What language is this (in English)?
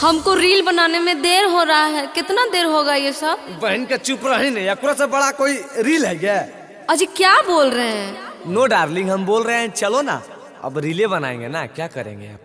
Magahi